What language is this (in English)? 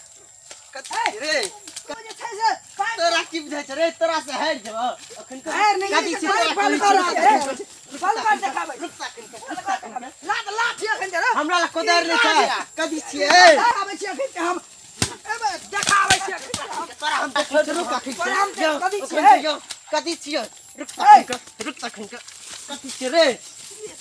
Maithili